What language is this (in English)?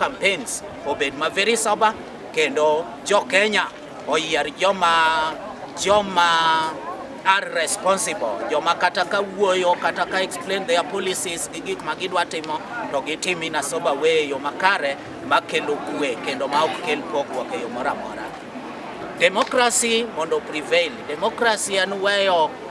Luo (Kenya and Tanzania)